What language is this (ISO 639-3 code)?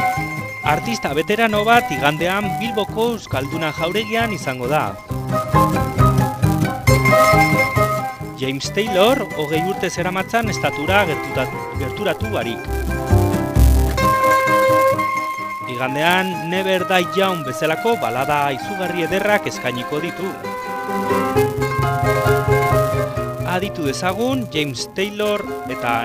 eus